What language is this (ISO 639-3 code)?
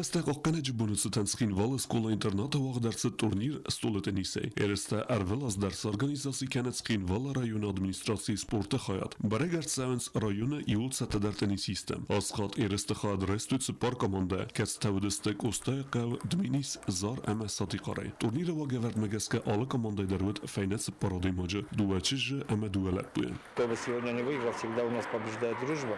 oss